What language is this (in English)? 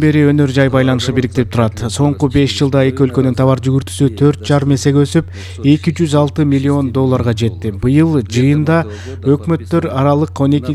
Kyrgyz